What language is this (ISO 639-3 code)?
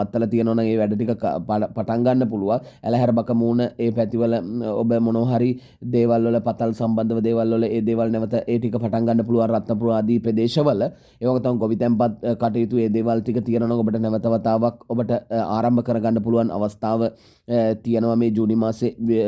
sin